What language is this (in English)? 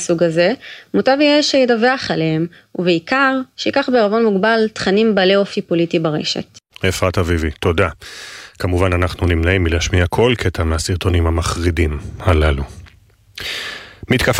Hebrew